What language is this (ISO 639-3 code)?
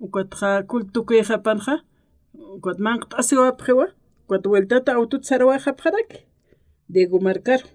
aym